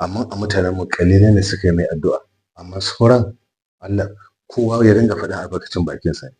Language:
Hausa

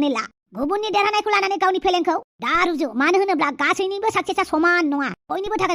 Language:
Bodo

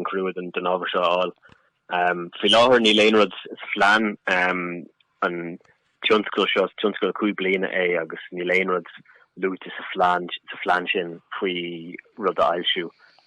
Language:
Irish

